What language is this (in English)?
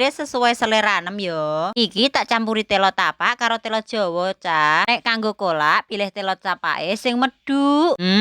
Javanese